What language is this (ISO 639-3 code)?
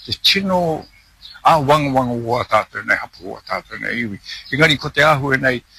mri